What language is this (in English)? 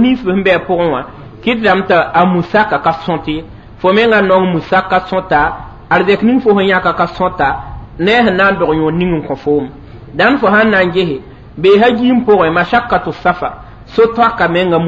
Mossi